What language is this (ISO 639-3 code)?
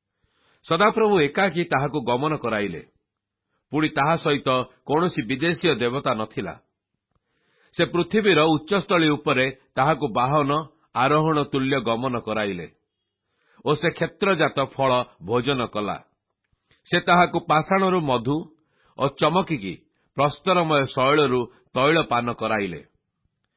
ori